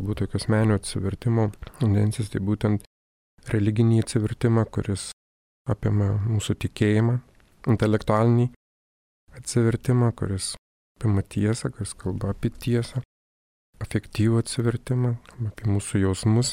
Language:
Lithuanian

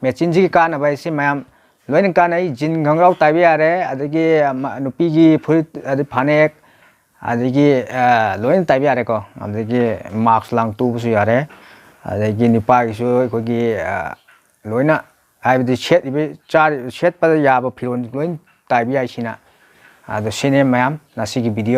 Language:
Manipuri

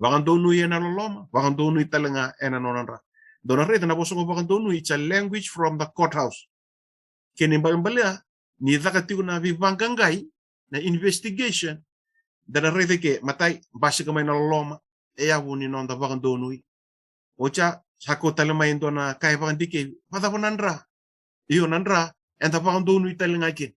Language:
Fijian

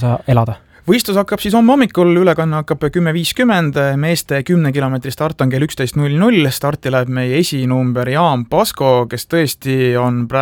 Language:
Estonian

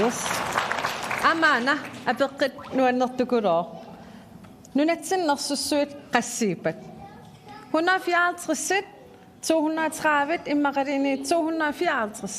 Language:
Kalaallisut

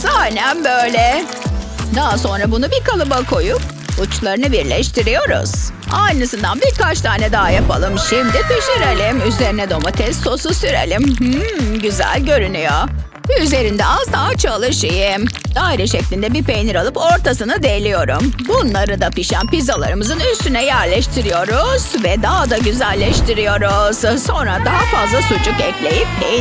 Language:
Turkish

